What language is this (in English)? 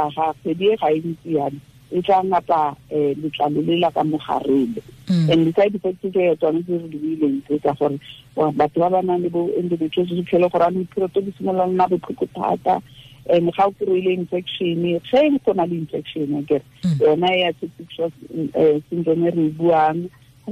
Tswana